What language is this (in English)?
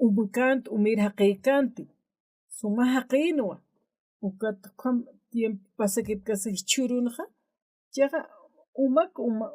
Aymara